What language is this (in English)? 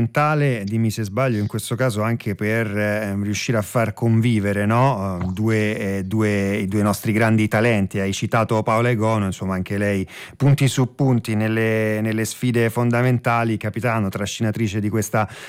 Italian